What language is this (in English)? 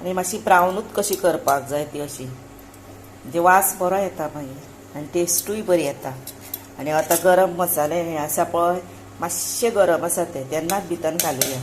Konkani